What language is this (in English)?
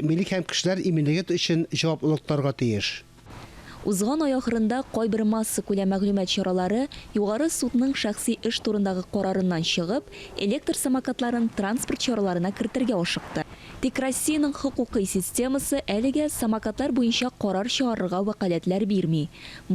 Tatar